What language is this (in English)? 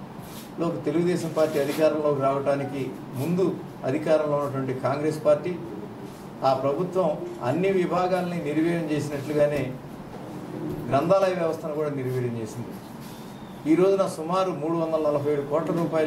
Telugu